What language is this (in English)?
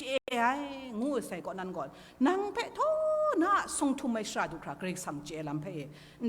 Kachin